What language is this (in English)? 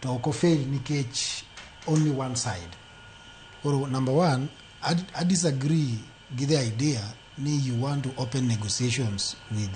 Luo (Kenya and Tanzania)